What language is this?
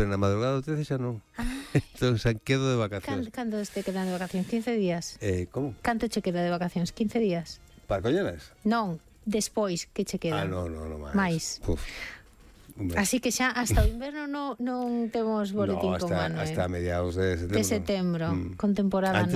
Galician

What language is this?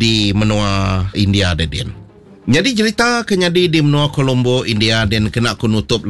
Iban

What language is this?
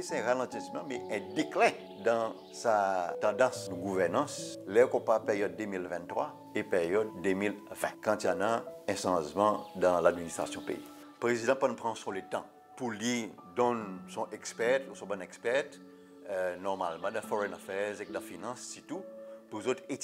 Seselwa Creole French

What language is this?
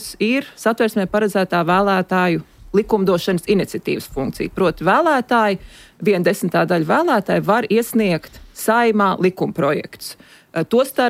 Latvian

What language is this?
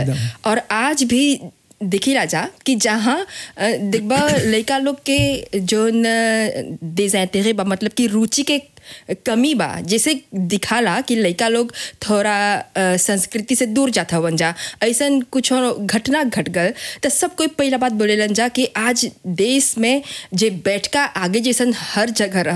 Bhojpuri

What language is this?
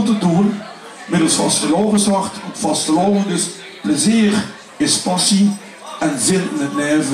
Limburgish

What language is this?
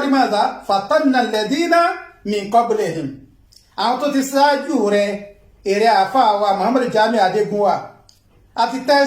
Yoruba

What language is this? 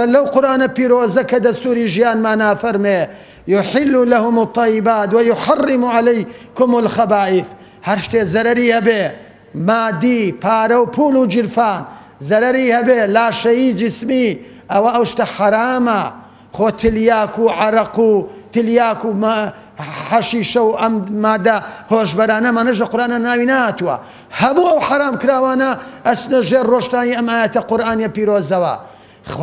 Central Kurdish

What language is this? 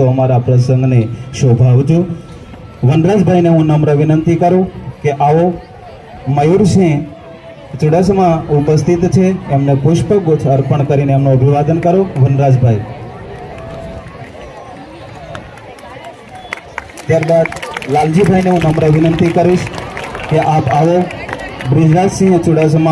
Gujarati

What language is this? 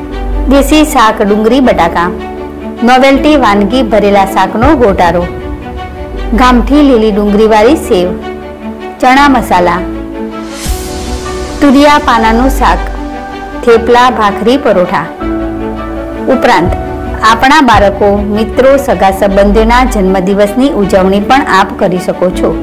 Gujarati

